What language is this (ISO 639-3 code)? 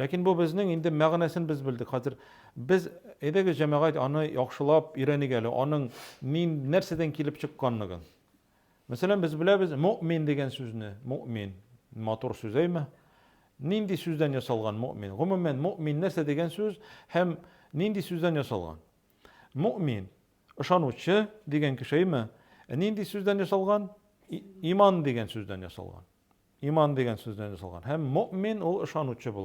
tat